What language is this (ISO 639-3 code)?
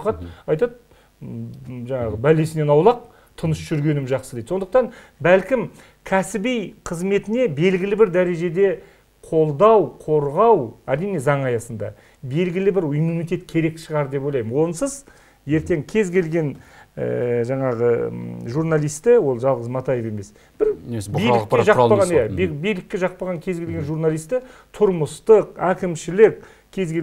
kaz